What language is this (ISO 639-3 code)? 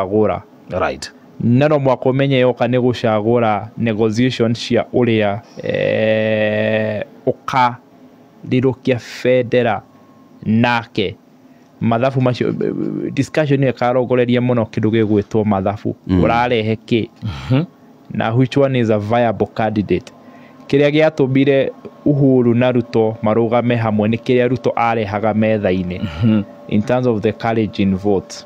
kik